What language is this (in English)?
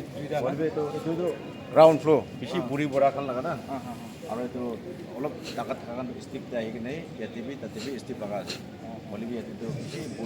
Naga Pidgin